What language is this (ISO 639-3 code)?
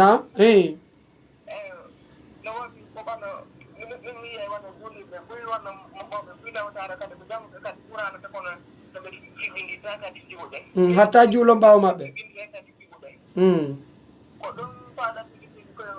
fuf